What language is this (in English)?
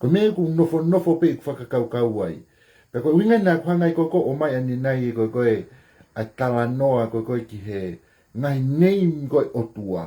Tongan